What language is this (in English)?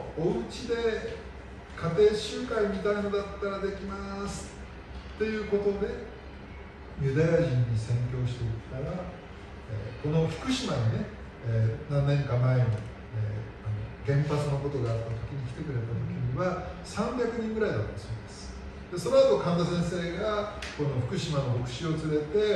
Japanese